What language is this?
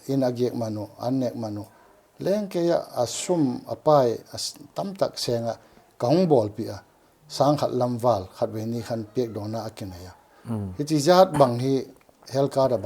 Paite Chin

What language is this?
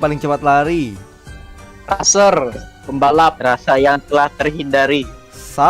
Banjar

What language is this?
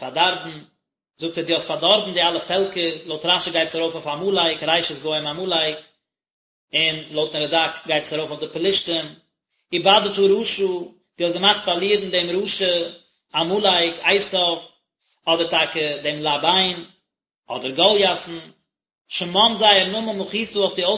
Yiddish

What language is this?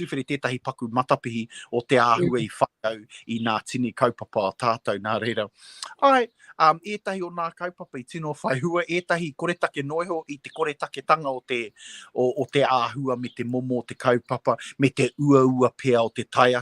Māori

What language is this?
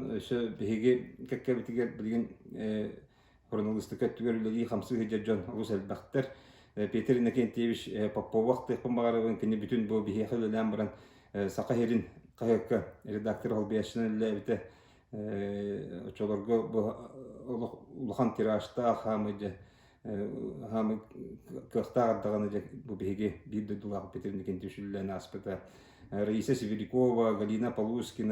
Yakut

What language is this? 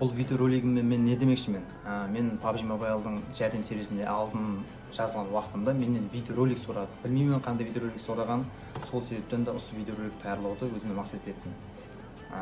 Kara-Kalpak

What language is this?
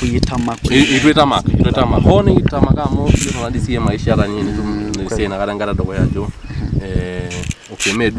Masai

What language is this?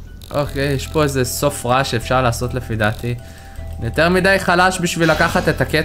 Hebrew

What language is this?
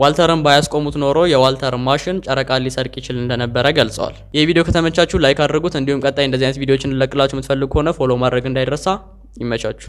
Amharic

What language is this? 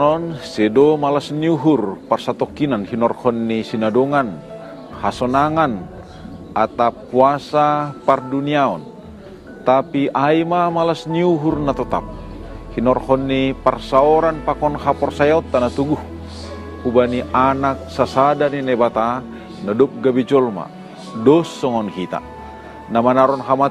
Batak Simalungun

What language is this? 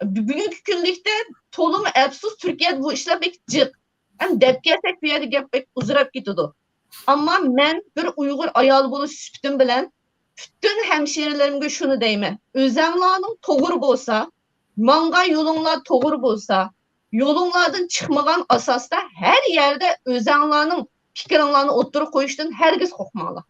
Uyghur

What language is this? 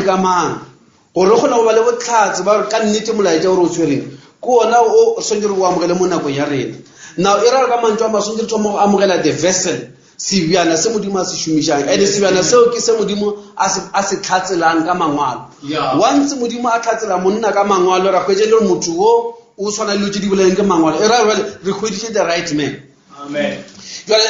Northern Sotho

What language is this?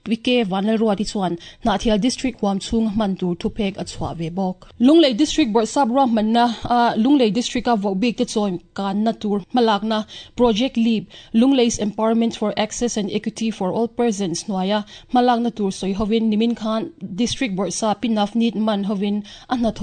Mizo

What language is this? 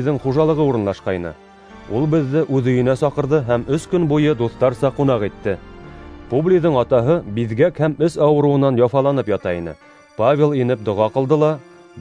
Bashkir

